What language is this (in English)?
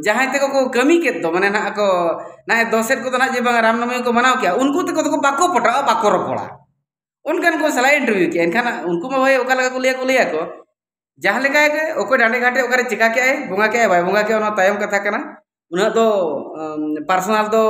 Santali